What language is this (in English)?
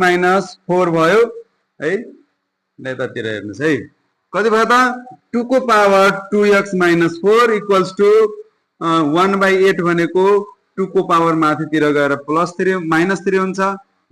Nepali